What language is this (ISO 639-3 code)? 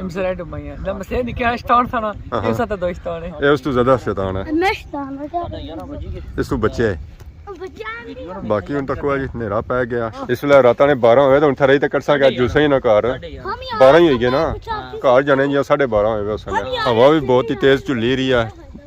phr